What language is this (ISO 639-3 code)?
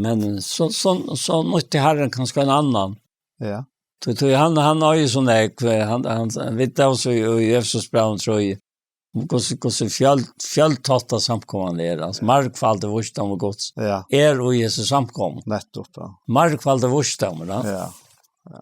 fao